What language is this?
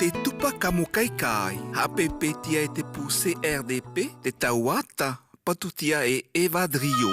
South Marquesan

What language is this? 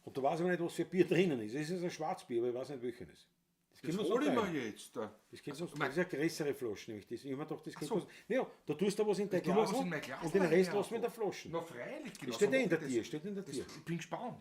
Bavarian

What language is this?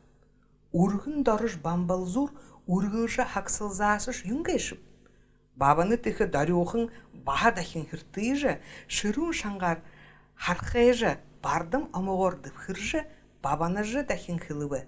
Buriat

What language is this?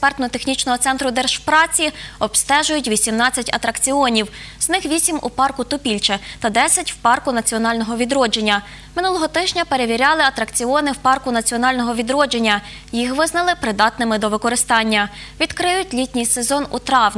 Ukrainian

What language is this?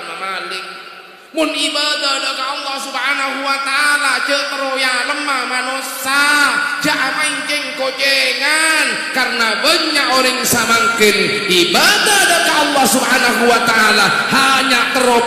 Madurese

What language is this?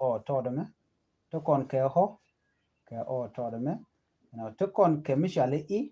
Nuer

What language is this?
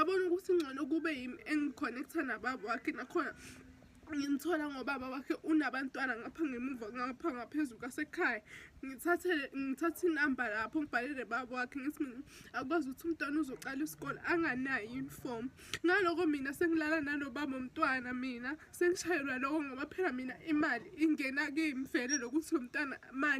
Zulu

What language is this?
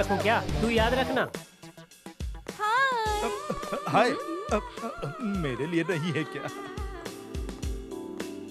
Hindi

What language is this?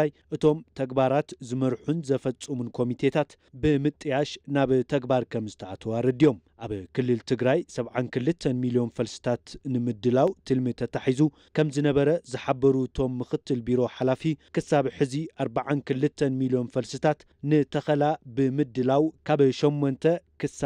Tigrinya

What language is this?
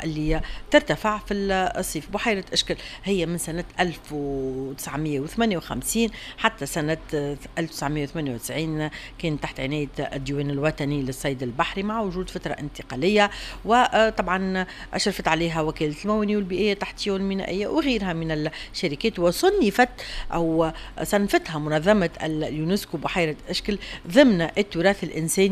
Tunisian Arabic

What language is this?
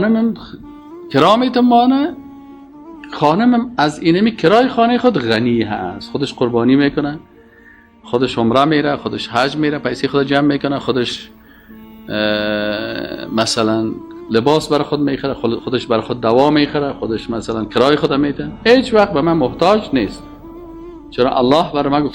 Persian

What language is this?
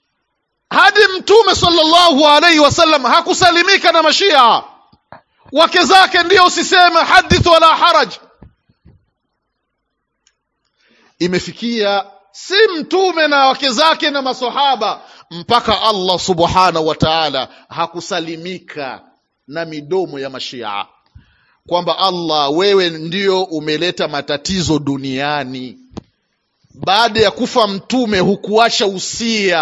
Swahili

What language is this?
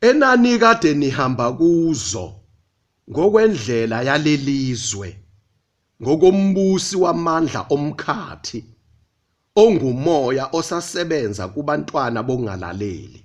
Zulu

